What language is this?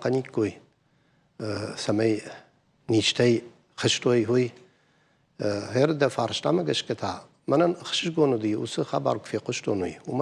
Ossetic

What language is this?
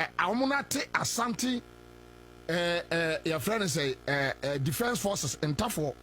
Akan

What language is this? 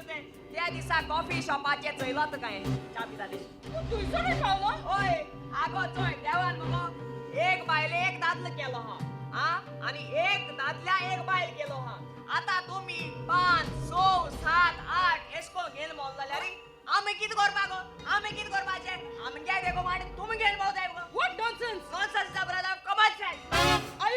Konkani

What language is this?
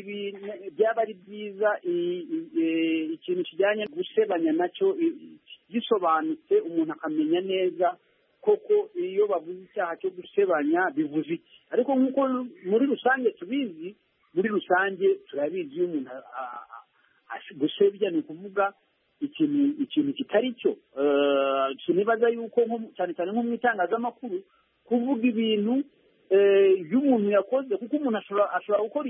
Kinyarwanda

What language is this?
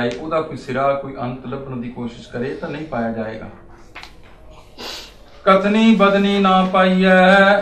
Punjabi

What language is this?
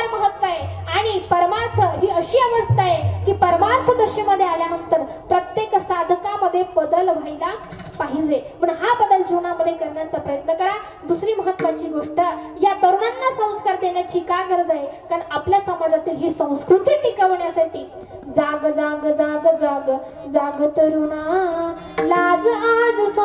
Marathi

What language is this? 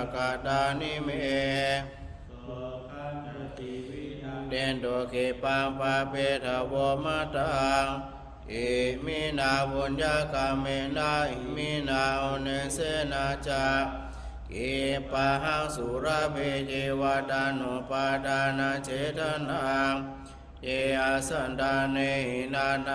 Pali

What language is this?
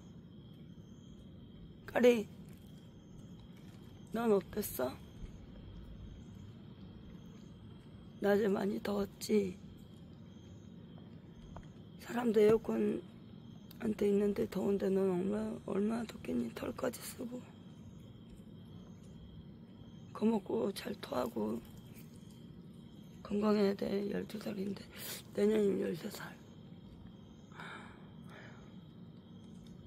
Korean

